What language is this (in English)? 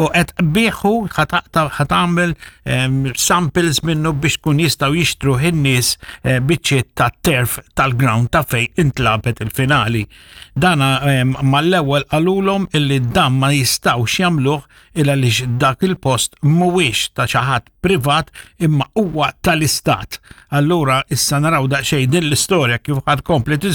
Maltese